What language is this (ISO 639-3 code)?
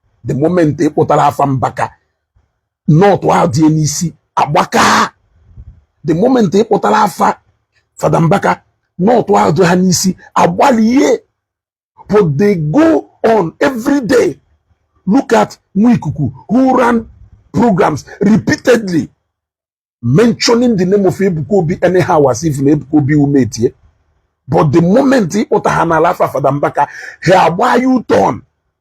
ibo